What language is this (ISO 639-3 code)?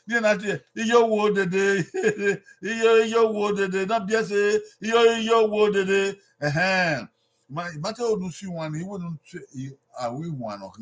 bin